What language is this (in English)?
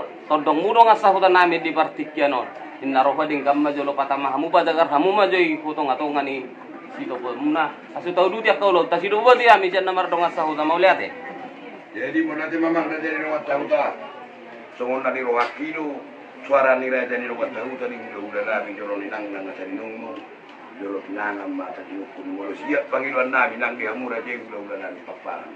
Batak Toba